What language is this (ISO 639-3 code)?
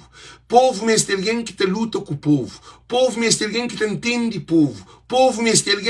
kea